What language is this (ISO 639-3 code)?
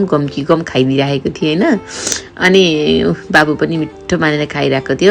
nep